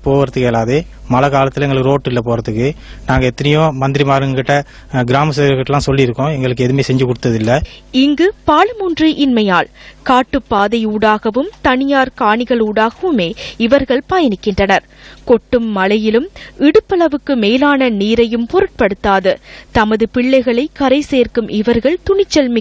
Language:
Tamil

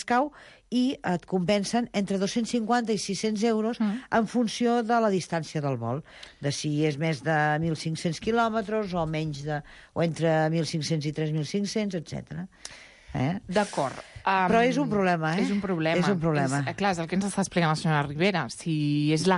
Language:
Catalan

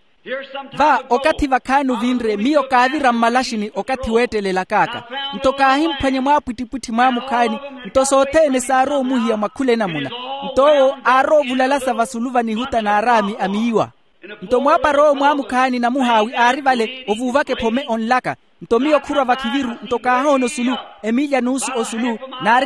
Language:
Makhuwa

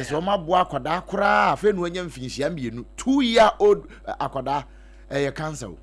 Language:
Akan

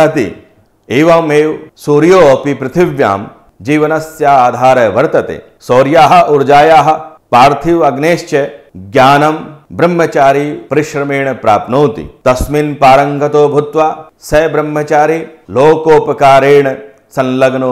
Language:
Sanskrit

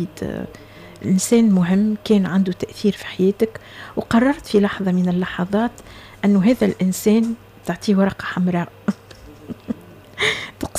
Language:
Tunisian Arabic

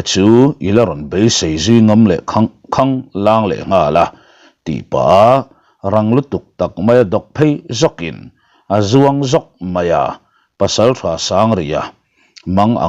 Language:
Mizo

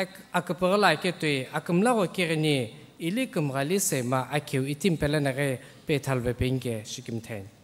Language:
Sumi Naga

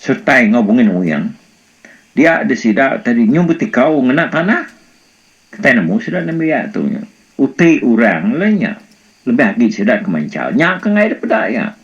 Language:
Iban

